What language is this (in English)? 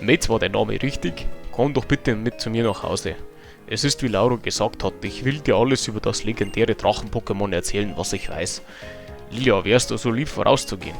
Bavarian